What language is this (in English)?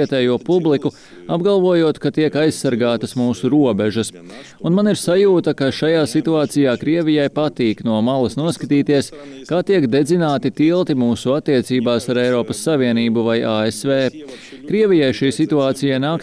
Latvian